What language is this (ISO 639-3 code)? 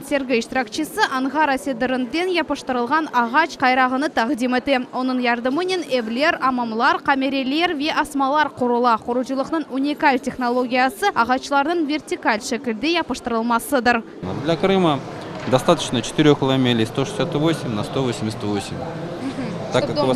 crh